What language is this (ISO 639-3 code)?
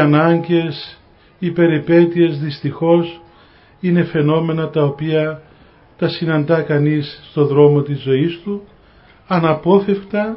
ell